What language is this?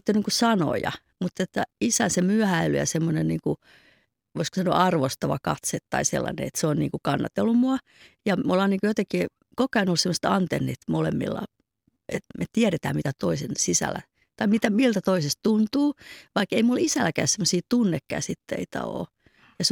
Finnish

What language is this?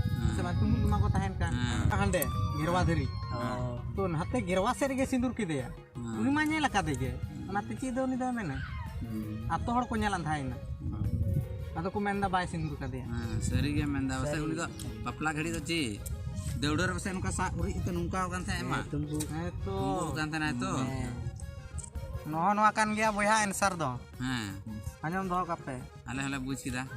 Santali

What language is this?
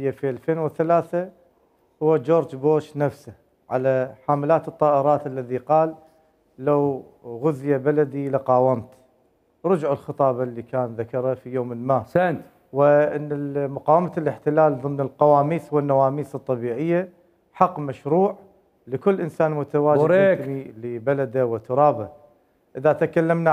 Mesopotamian Arabic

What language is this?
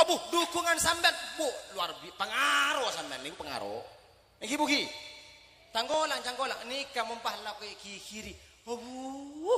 Madurese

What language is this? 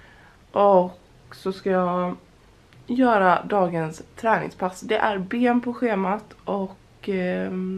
Swedish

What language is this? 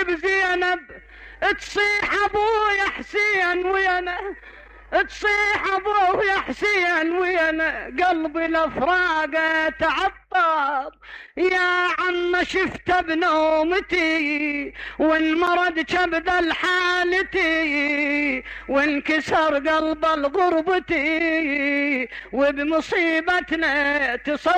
Mesopotamian Arabic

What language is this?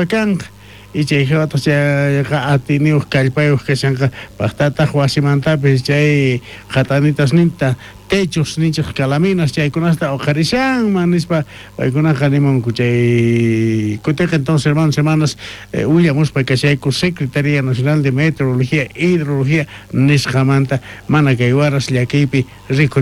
South Bolivian Quechua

